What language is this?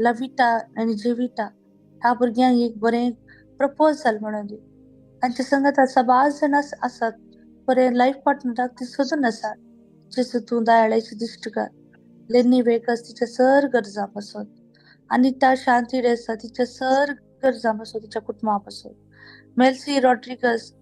Konkani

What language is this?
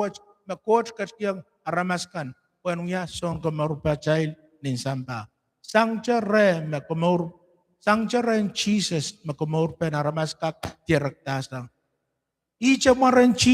Pohnpeian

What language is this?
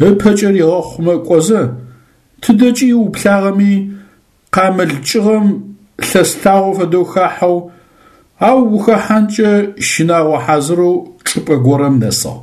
Adyghe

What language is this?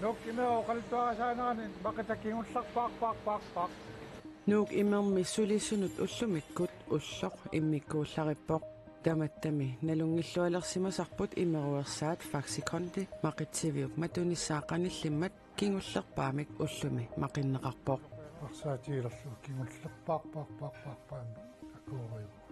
Kalaallisut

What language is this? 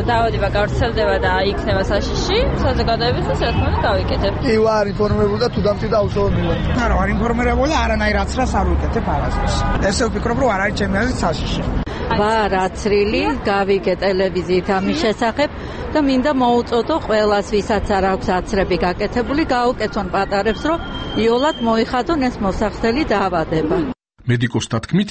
Georgian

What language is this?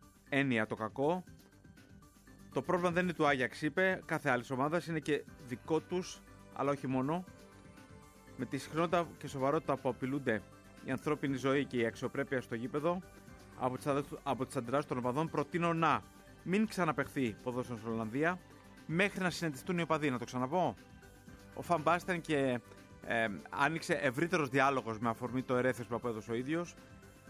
Greek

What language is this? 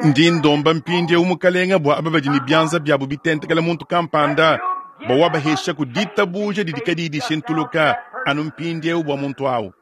Luba-Lulua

